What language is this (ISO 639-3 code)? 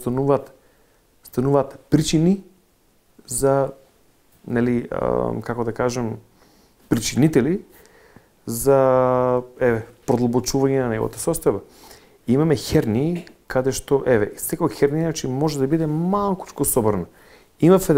mkd